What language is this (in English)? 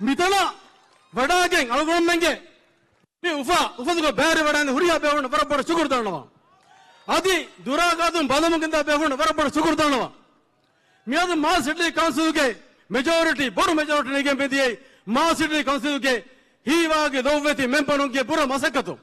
Divehi